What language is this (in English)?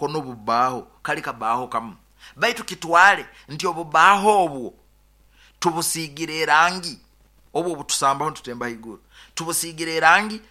Nyoro